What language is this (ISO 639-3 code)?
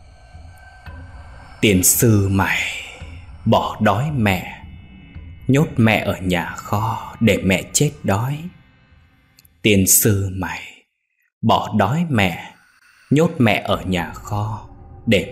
vie